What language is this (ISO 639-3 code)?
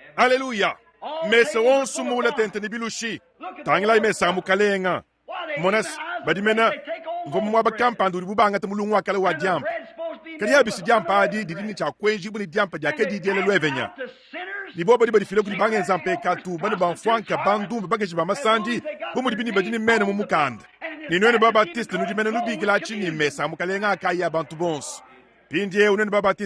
lua